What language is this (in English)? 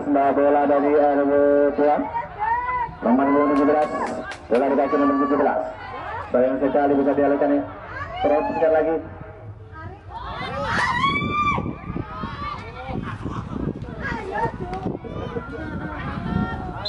Indonesian